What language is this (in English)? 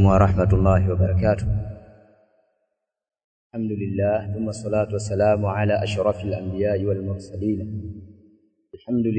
Swahili